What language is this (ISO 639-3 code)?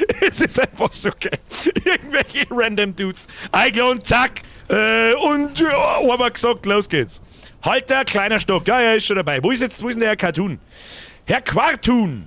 bar